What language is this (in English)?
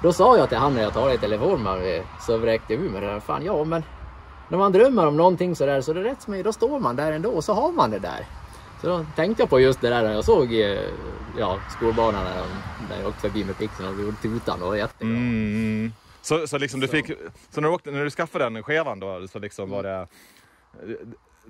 Swedish